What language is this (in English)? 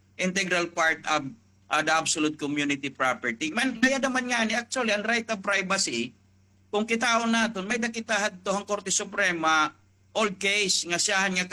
Waray